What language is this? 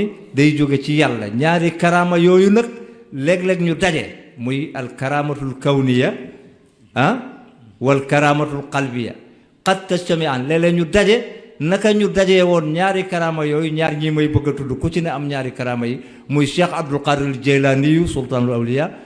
Wolof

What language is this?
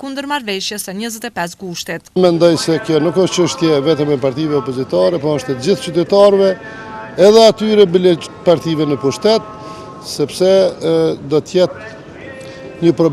Albanian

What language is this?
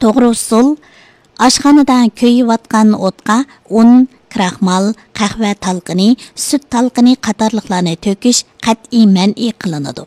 Uyghur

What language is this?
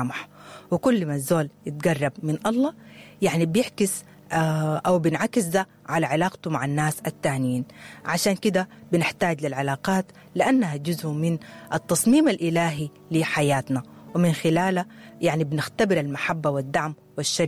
Sudanese Arabic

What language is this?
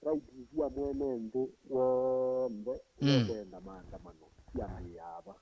Kamba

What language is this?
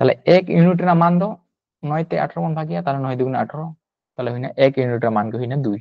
Santali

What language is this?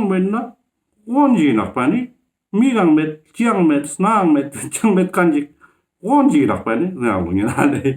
Ladakhi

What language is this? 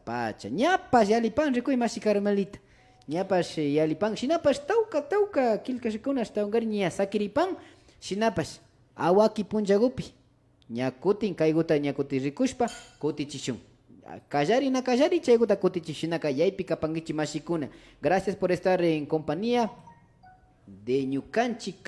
Imbabura Highland Quichua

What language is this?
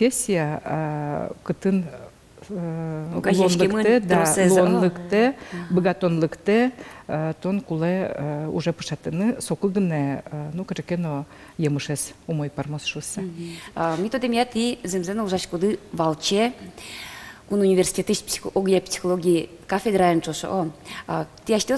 Udmurt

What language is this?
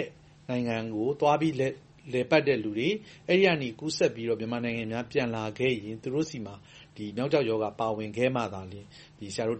Burmese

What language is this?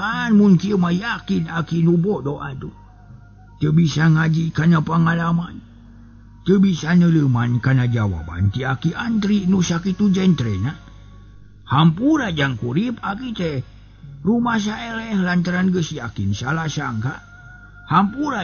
Sundanese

